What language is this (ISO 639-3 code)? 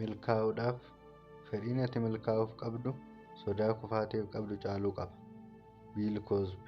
orm